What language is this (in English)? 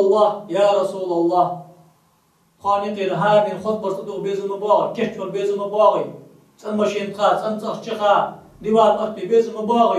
Ingush